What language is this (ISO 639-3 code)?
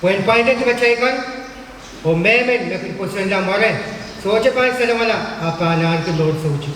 pon